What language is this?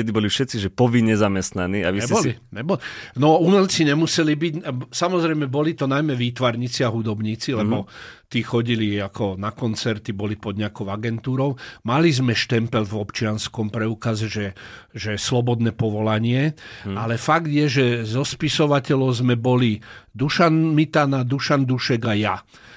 Slovak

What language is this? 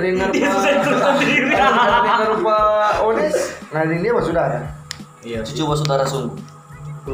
Manado Malay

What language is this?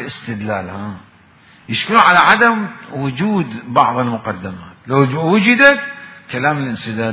Mesopotamian Arabic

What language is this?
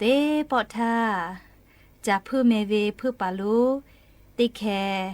Lahu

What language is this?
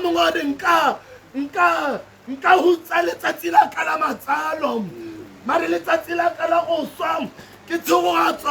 Tswana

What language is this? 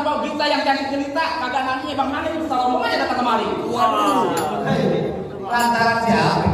Betawi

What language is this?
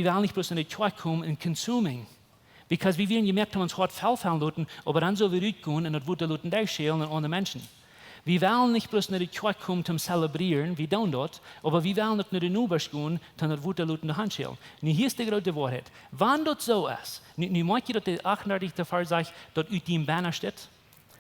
Plautdietsch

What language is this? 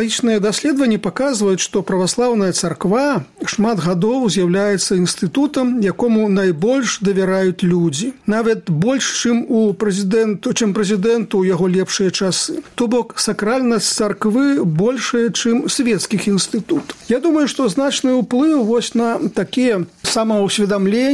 Belarusian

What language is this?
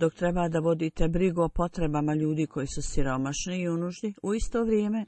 Bosnian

